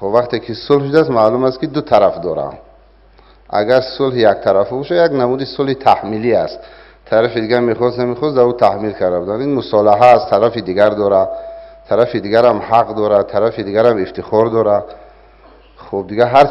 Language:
Tajik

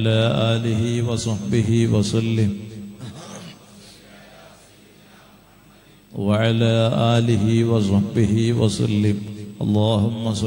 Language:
Malayalam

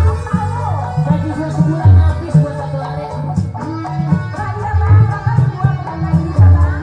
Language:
Betawi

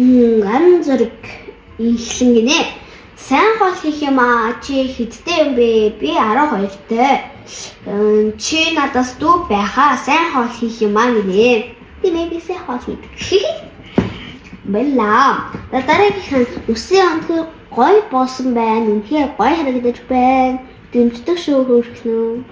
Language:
Mongolian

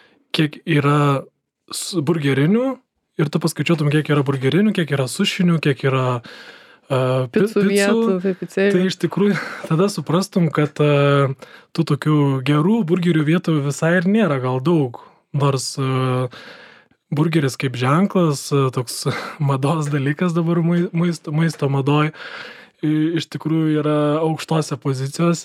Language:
Lithuanian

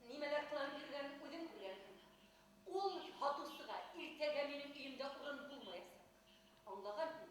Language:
Bashkir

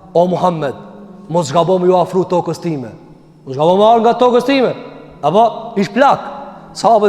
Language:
Albanian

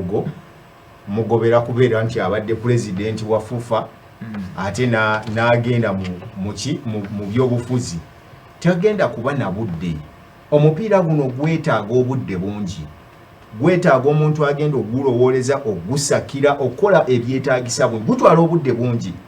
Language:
Ganda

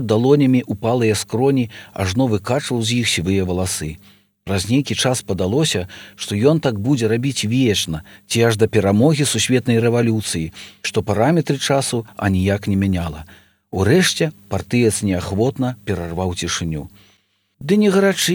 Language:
Belarusian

